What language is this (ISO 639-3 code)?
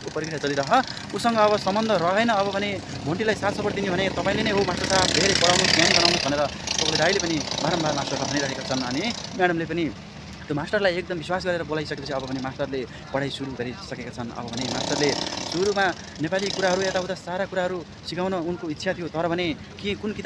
nep